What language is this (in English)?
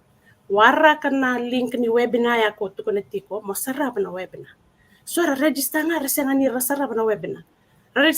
Fijian